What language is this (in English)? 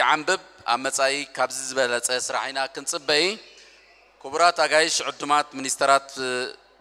Tigrinya